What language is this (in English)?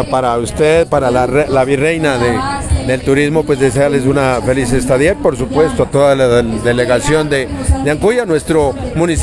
Spanish